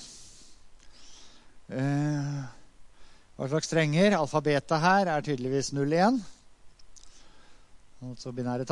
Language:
Norwegian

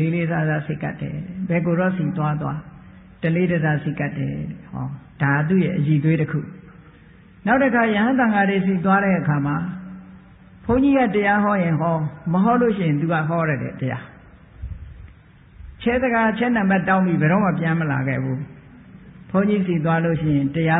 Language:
Burmese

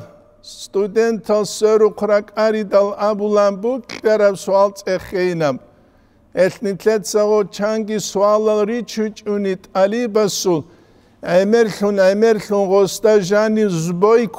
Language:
Avaric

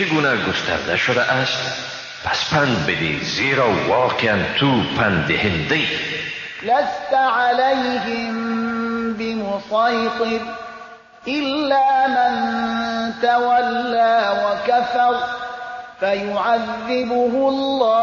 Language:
Persian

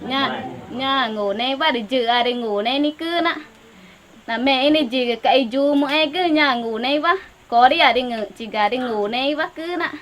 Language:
Ticuna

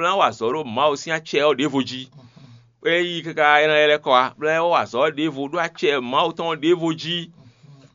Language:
Fon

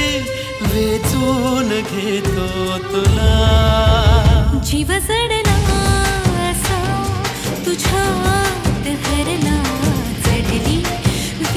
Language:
Marathi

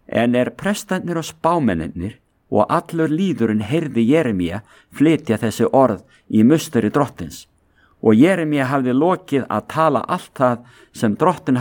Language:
Icelandic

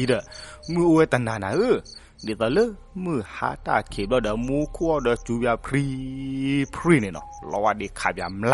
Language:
S'gaw Karen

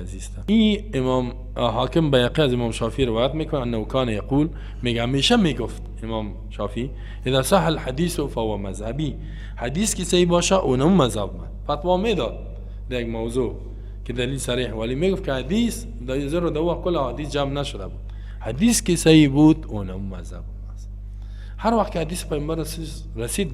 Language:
Persian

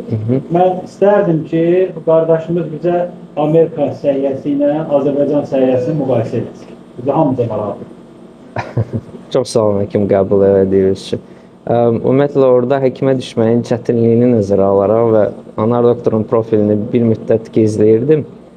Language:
Azerbaijani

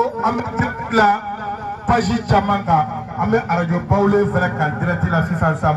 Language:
Bambara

